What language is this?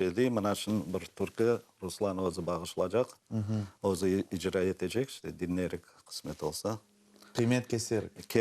Crimean Tatar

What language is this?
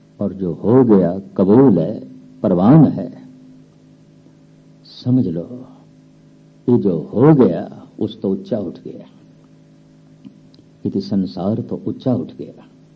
Punjabi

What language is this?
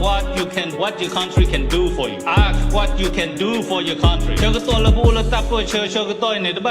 S'gaw Karen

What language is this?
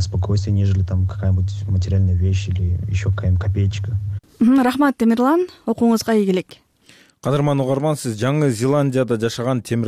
Kyrgyz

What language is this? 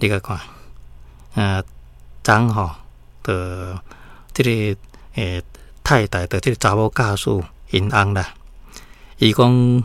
Min Nan Chinese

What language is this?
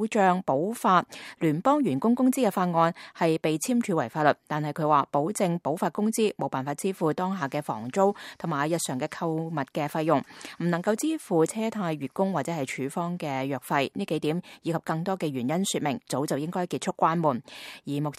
Cantonese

